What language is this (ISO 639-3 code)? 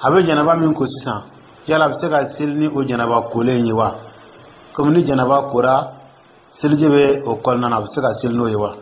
dyu